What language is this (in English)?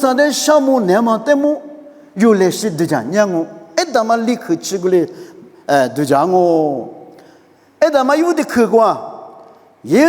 Lisu